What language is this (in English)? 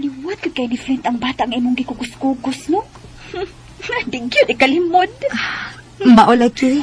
Cebuano